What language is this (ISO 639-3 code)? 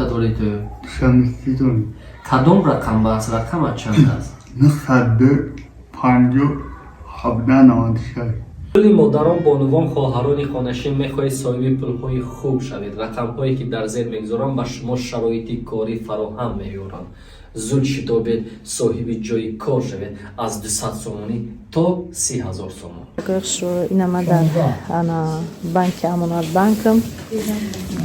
tgk